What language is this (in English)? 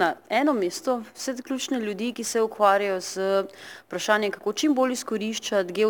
Slovenian